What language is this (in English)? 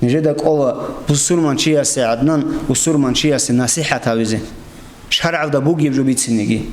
Avaric